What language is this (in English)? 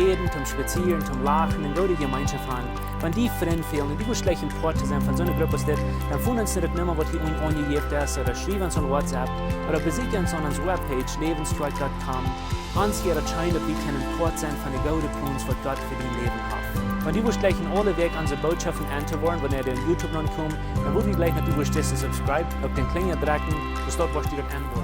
Plautdietsch